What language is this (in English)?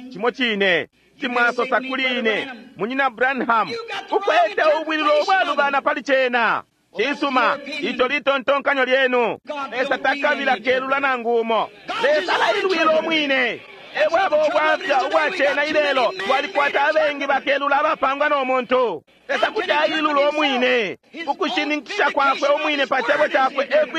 Bemba